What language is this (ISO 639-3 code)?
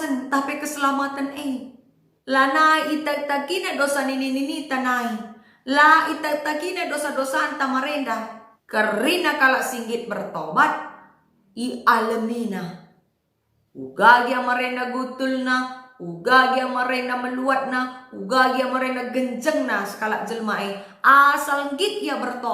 btx